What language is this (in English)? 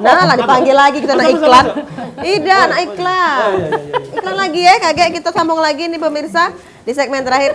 Musi